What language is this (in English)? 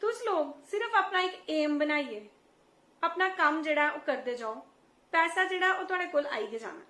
Dogri